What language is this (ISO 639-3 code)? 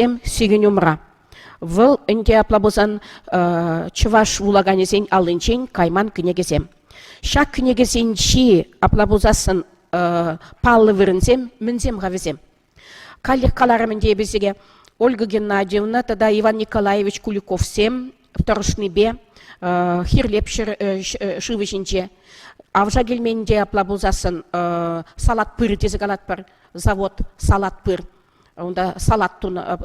chv